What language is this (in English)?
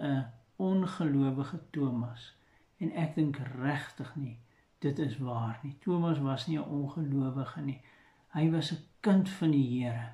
Afrikaans